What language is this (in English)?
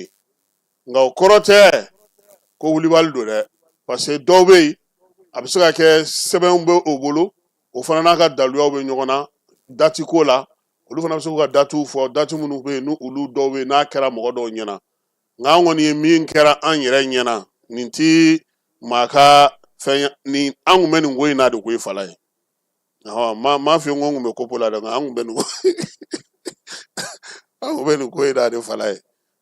Bambara